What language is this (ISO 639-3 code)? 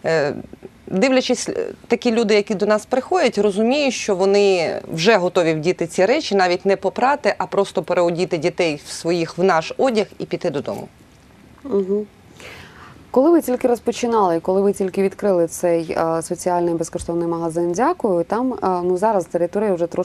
ukr